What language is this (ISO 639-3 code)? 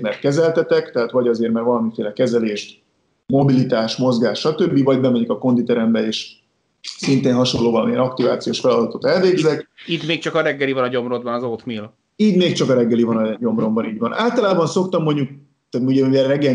hun